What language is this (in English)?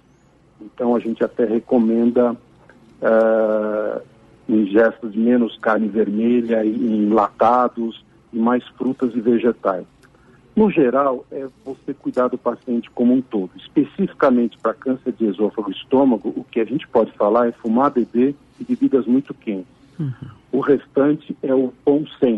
Portuguese